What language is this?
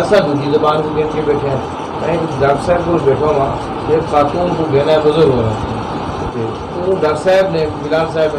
Saraiki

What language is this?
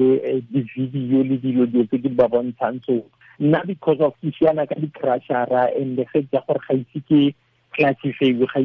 Tswana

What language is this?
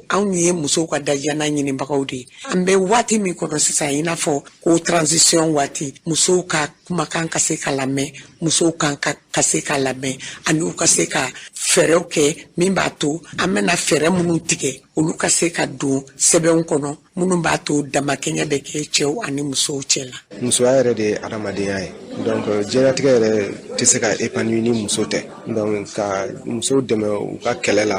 Bambara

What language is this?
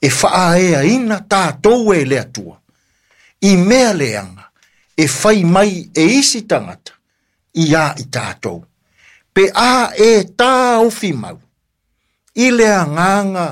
Samoan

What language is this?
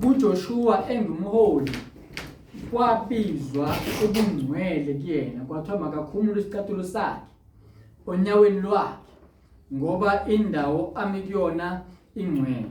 Zulu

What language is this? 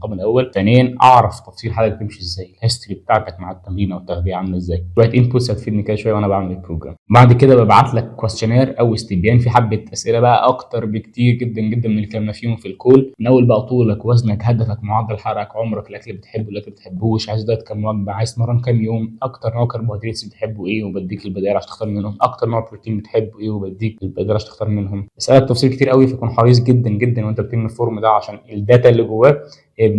Egyptian Arabic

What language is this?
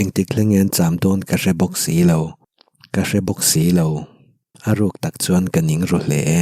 Mizo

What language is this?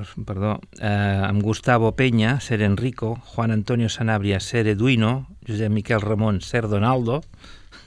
Catalan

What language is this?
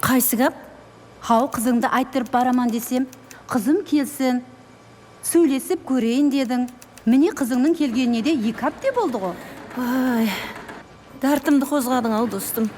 Kara-Kalpak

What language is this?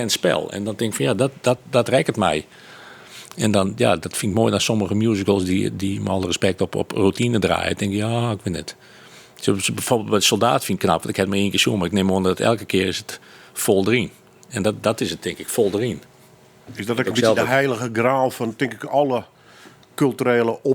Western Frisian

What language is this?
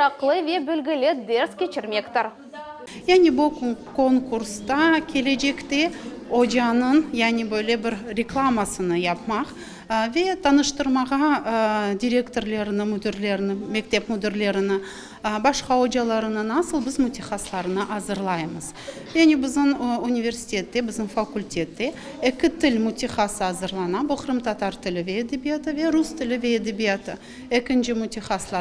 Crimean Tatar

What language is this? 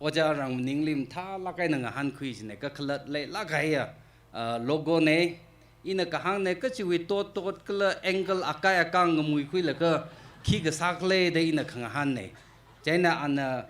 Tangkhul Naga (India)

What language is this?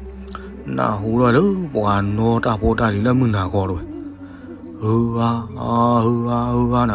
S'gaw Karen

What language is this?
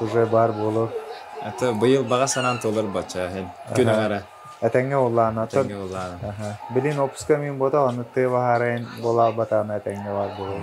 Yakut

